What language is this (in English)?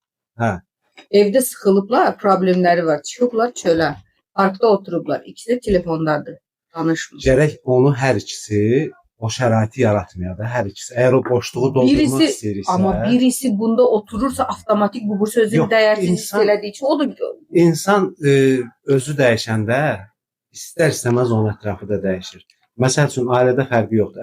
Azerbaijani